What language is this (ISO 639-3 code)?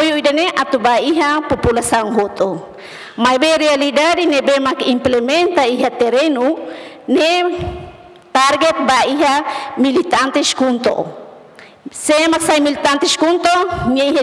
tet